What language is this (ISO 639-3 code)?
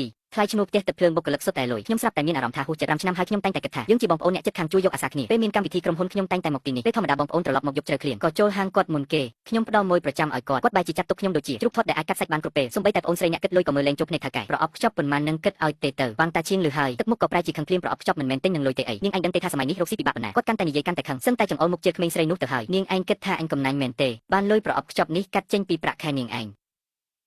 khm